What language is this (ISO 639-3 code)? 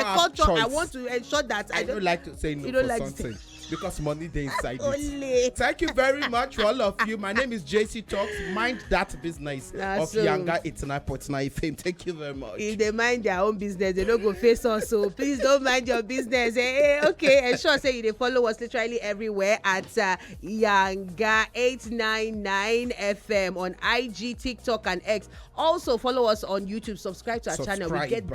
pcm